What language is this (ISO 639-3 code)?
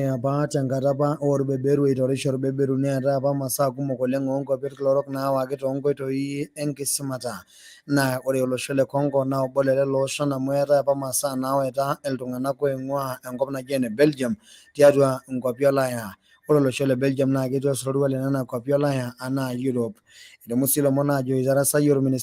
mas